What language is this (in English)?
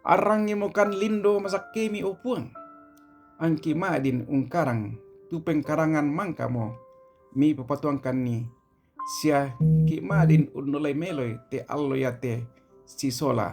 Toraja-Sa'dan